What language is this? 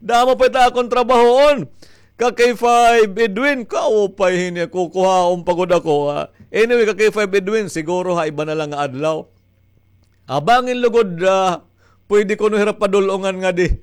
Waray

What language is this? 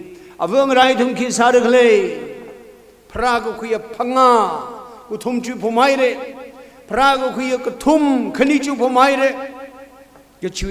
Tangkhul Naga (India)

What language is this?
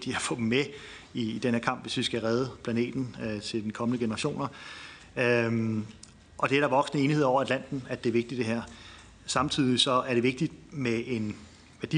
Danish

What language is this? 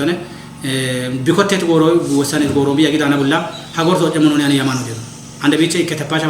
Kafa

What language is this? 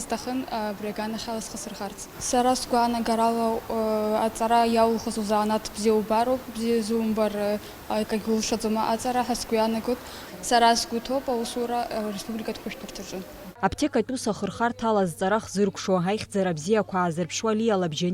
Abkhazian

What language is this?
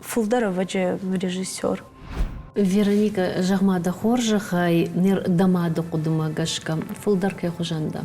Ossetic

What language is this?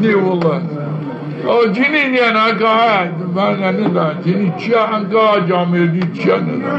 Zaza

